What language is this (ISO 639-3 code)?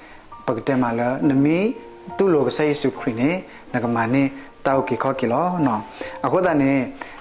ksw